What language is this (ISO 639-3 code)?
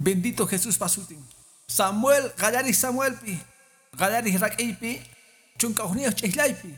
que